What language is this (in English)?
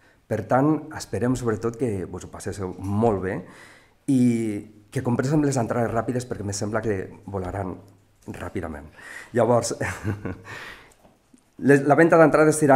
Catalan